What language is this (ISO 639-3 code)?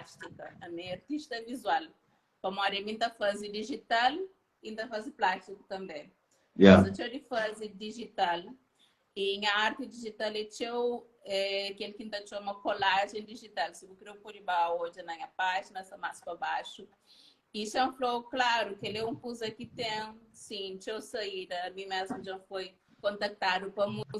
kea